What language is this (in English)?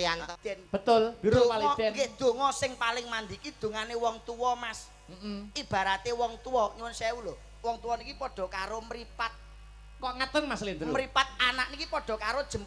Javanese